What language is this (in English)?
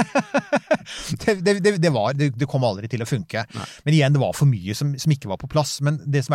Norwegian